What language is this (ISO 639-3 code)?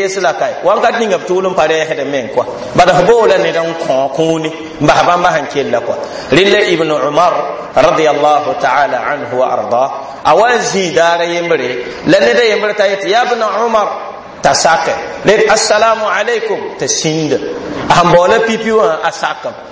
mos